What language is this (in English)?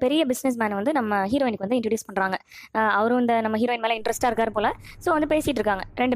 Tamil